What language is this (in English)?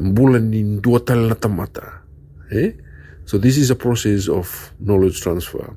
Fijian